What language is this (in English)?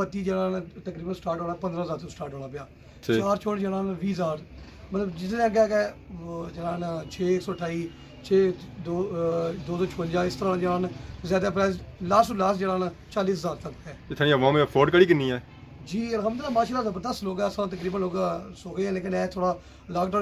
Pahari-Potwari